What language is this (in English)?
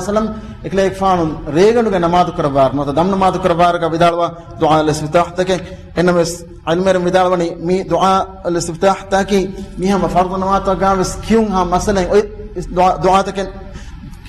Divehi